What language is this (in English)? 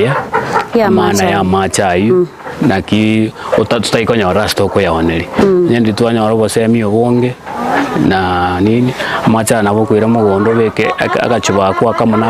Gusii